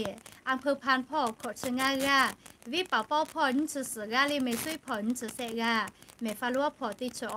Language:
Lahu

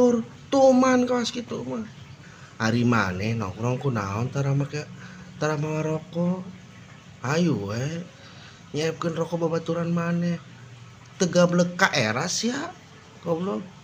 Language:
Sundanese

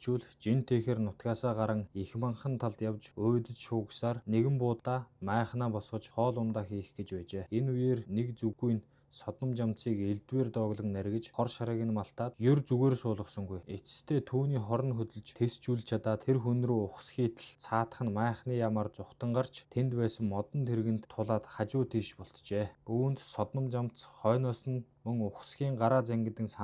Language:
Mongolian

